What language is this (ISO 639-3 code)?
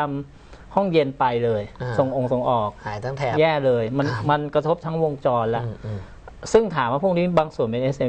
tha